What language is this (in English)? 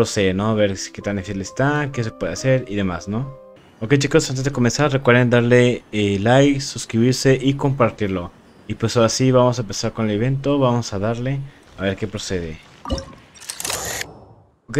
Spanish